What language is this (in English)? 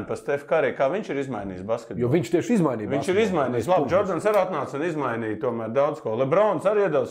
Latvian